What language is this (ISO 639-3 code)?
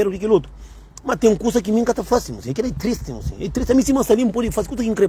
kea